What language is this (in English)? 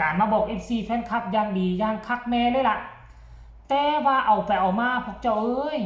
Northeastern Thai